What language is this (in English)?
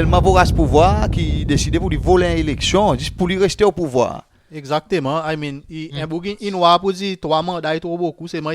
Seselwa Creole French